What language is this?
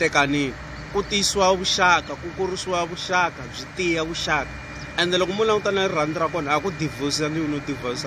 Tsonga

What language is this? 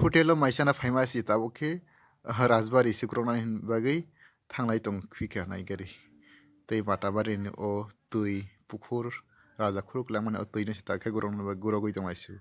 Kok Borok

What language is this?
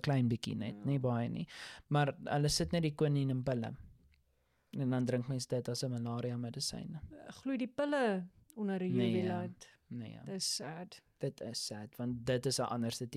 Afrikaans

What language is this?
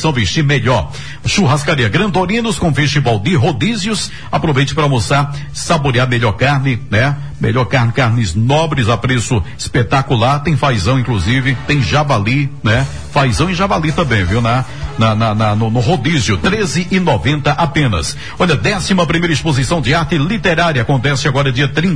Portuguese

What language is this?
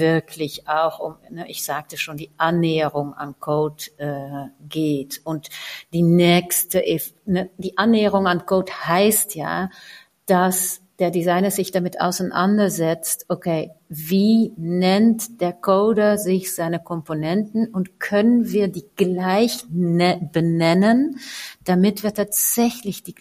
German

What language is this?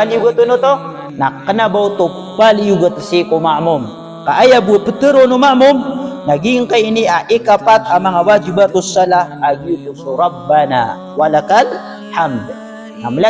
Maranao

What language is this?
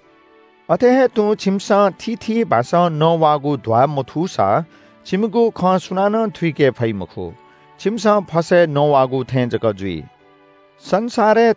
Newari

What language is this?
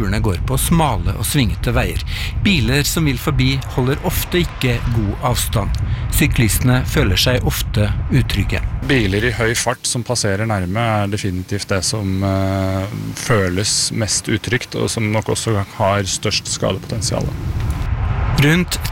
Norwegian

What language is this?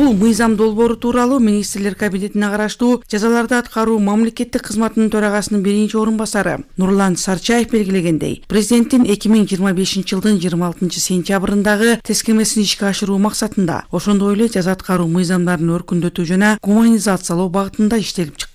Kyrgyz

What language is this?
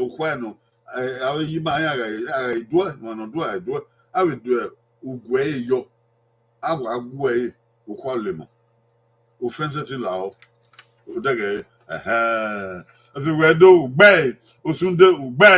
Bini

